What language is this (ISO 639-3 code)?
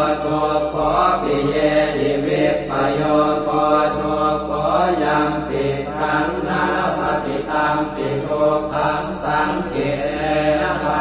pli